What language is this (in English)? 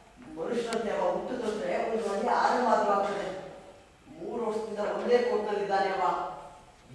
Kannada